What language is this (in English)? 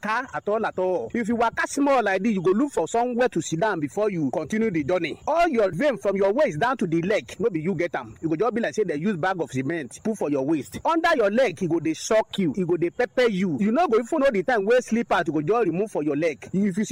Nigerian Pidgin